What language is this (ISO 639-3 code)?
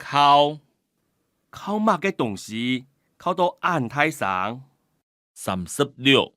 hak